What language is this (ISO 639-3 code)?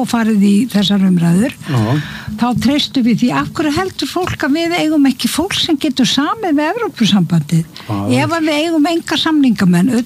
isl